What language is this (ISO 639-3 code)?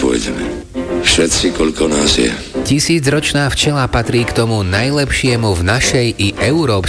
slk